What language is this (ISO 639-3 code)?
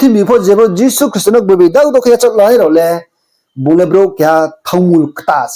ria